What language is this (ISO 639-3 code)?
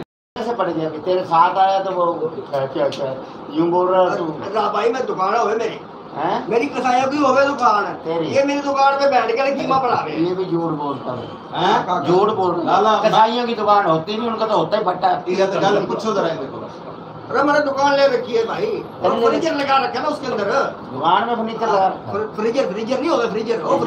skr